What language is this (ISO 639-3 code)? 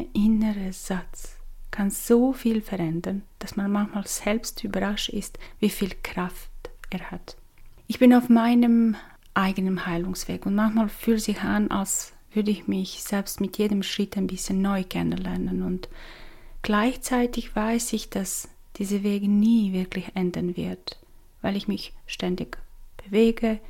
deu